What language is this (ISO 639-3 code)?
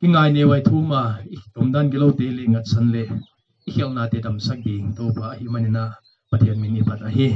pck